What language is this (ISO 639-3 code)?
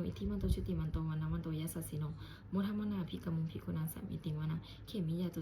pli